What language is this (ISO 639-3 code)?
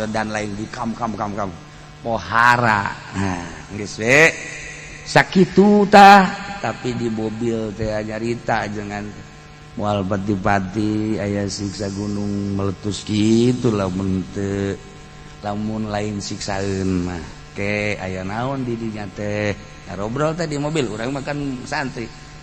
sun